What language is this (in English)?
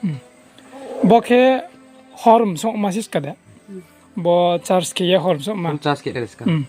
Riang (India)